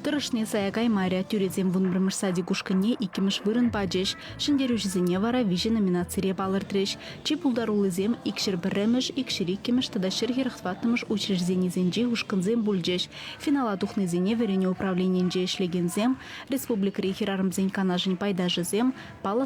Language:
Chuvash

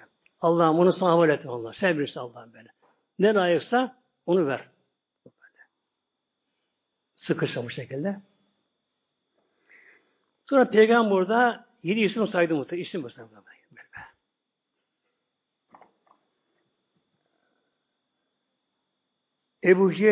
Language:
Turkish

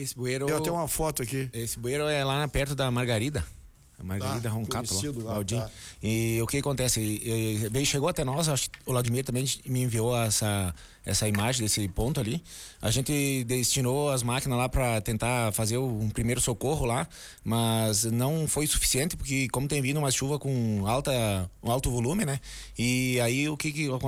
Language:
Portuguese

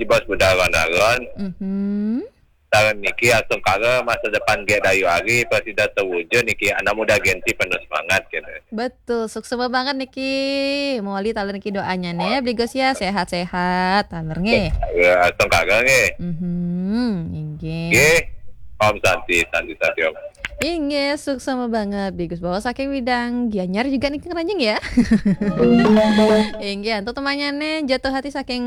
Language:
Balinese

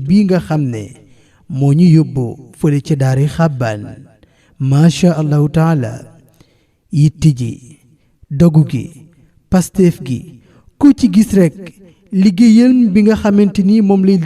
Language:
Wolof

